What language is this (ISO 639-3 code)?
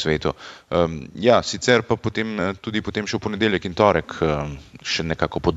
slv